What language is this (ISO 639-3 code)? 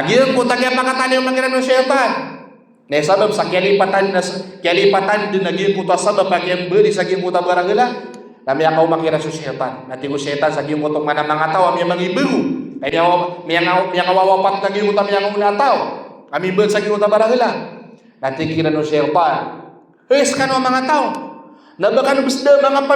mrw